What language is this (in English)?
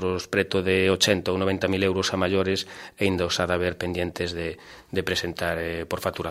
Galician